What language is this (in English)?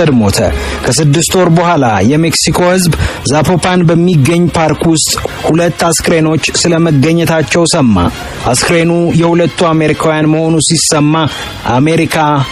Amharic